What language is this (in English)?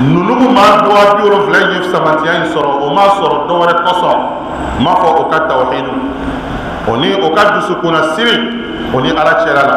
Bambara